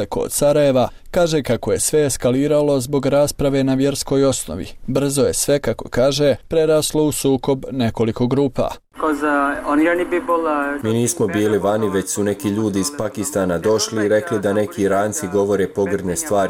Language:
Bosnian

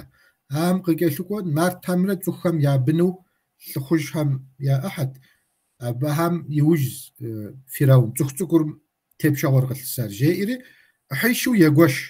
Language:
Kabardian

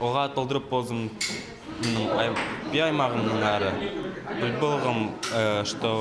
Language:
Khakas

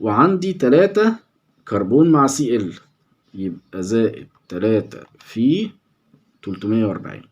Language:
Egyptian Arabic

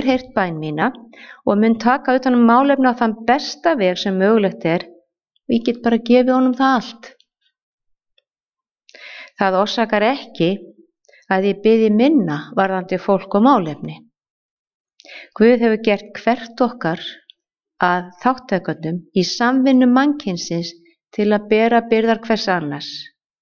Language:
Icelandic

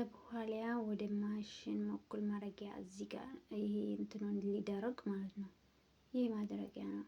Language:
Amharic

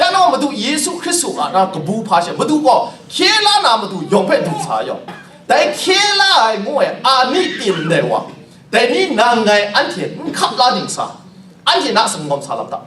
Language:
Kachin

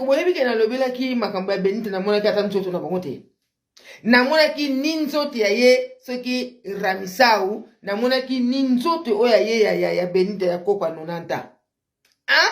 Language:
Lingala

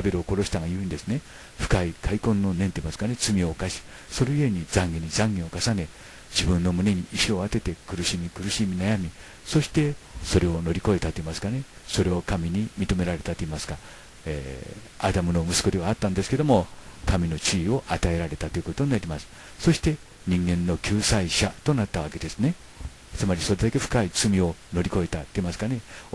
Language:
Japanese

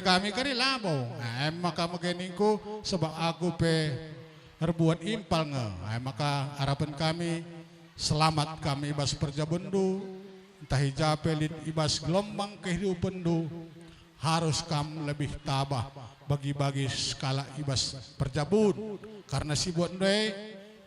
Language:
Batak Karo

